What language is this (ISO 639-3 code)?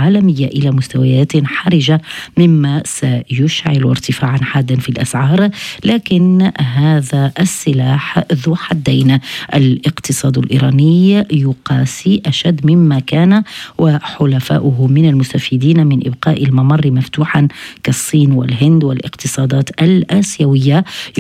ara